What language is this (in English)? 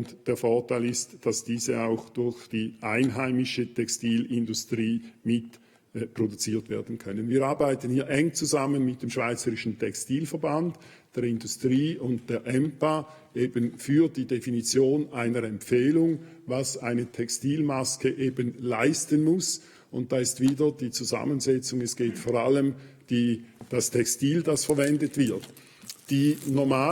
Swiss German